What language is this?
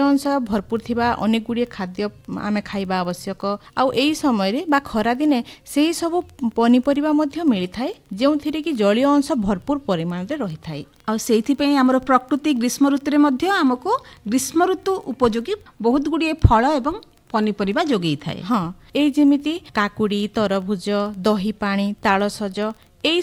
Odia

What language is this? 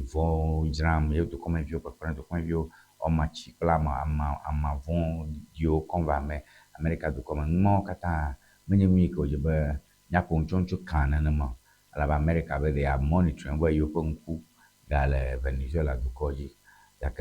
Ewe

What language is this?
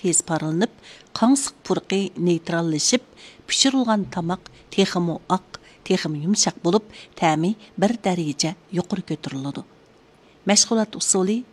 Uyghur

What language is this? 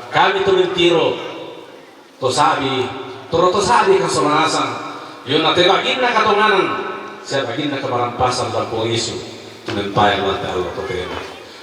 Toraja-Sa'dan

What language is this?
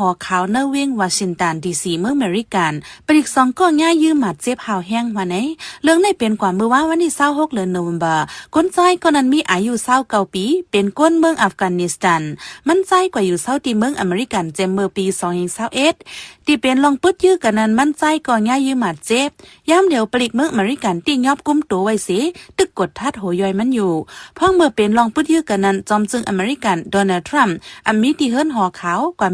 Shan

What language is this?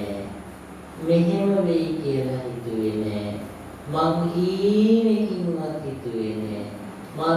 Sinhala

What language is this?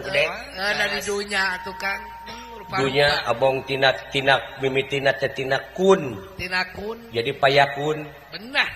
Sundanese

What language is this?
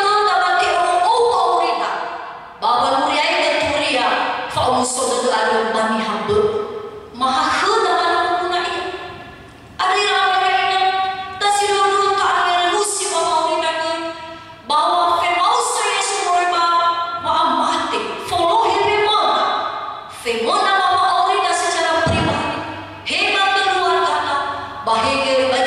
Nias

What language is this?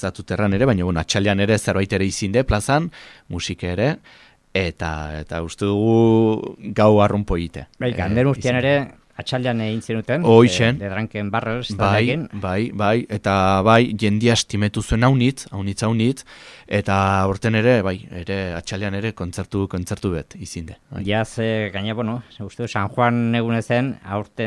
Basque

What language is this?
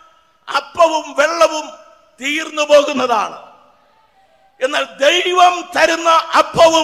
Malayalam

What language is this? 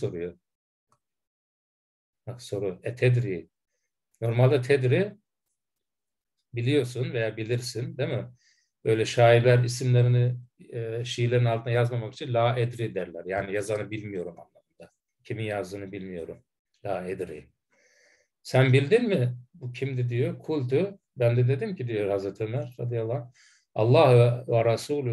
Turkish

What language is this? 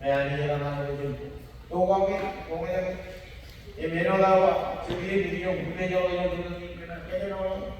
Marshallese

